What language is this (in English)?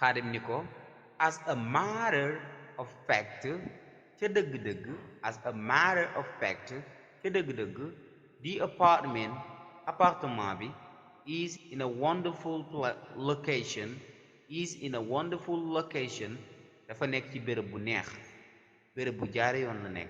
Wolof